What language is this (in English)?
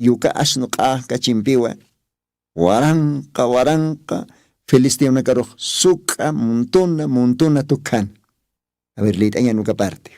Aymara